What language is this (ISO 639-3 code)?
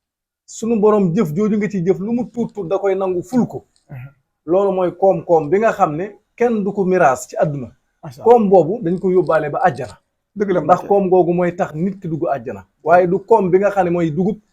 wol